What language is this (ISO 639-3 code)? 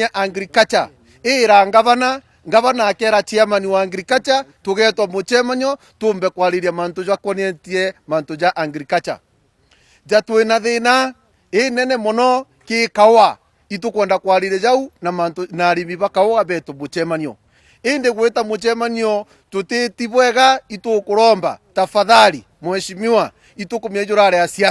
mer